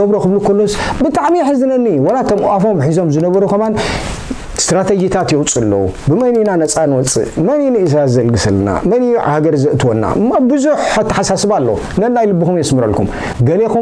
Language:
Tigrinya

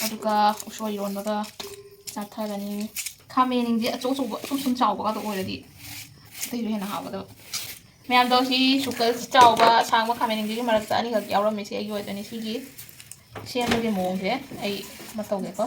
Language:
Manipuri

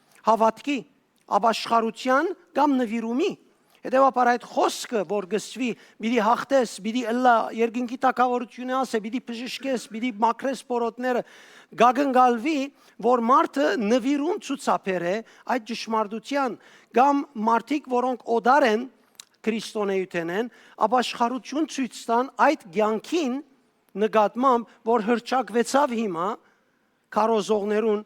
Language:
Western Armenian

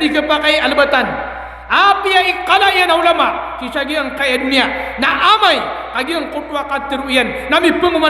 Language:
Maranao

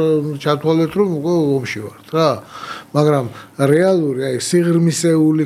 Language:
Georgian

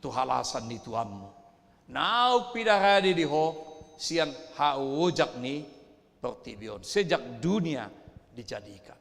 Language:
Batak Toba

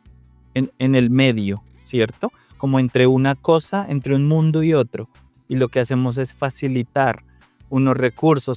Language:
Spanish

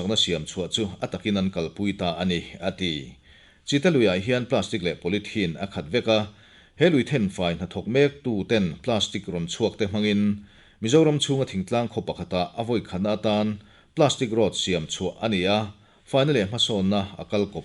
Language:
Mizo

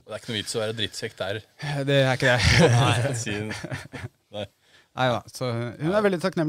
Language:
Norwegian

